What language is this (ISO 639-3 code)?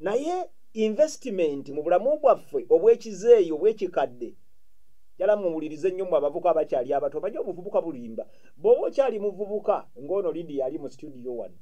lug